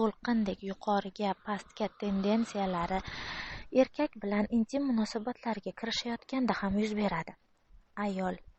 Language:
Uzbek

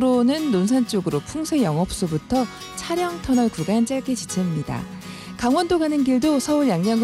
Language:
Korean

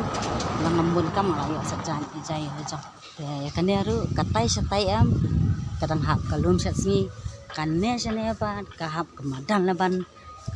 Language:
Khasi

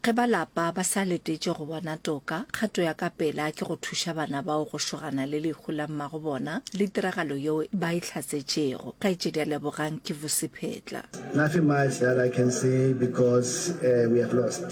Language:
Northern Sotho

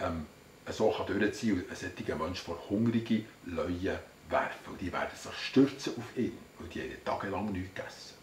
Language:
Swiss German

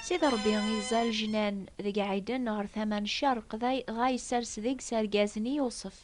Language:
Kabyle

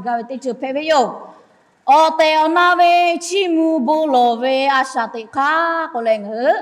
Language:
Lahu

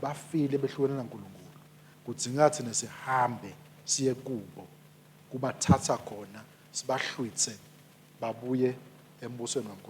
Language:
Swati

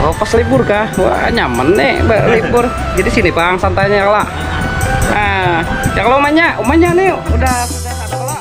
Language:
Banjar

